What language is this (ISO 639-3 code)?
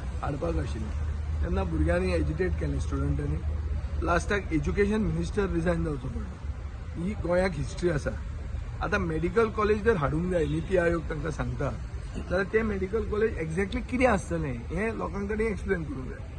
kok